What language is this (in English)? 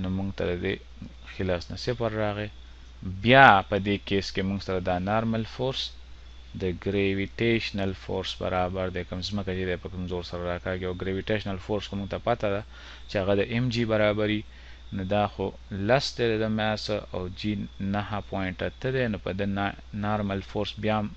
Pashto